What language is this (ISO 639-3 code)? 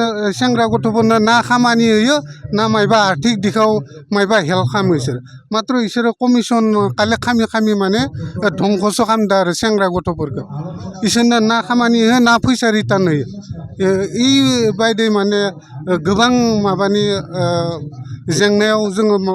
brx